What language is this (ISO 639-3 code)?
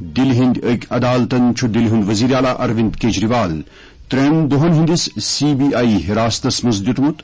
kas